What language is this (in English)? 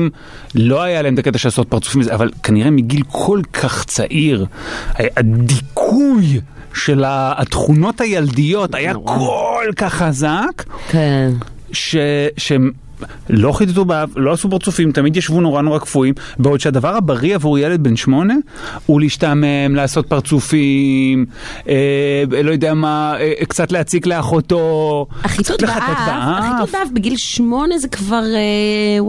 Hebrew